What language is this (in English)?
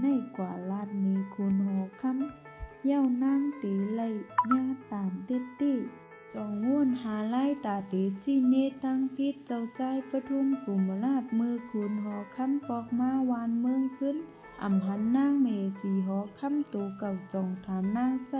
Shan